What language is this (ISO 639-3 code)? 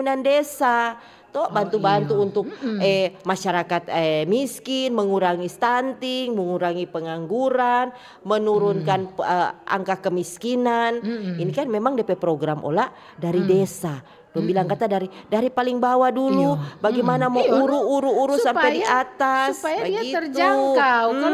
xmm